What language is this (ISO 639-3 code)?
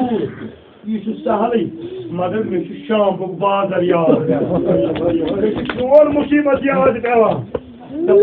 kas